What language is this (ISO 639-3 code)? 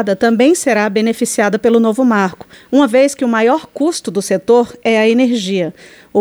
por